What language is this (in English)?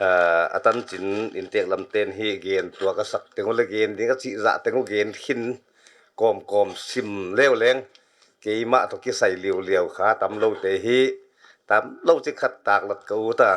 Paite Chin